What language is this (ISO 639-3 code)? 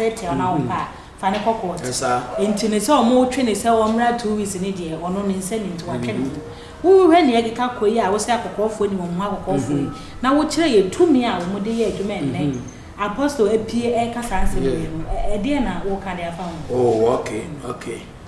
aka